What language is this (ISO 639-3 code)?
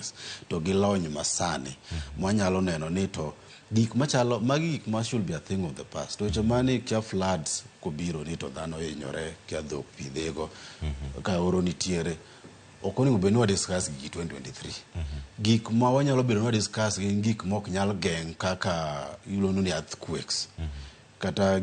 luo